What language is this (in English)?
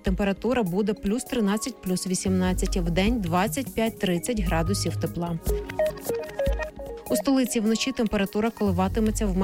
Ukrainian